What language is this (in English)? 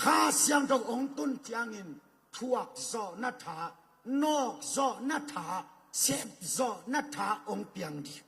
Tedim Chin